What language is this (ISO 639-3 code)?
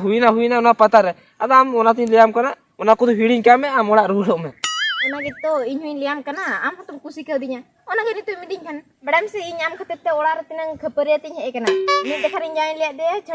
sat